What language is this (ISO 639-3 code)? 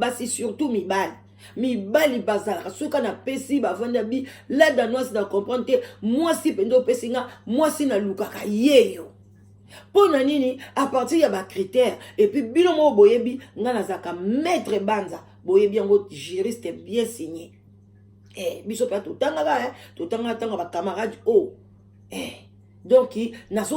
lin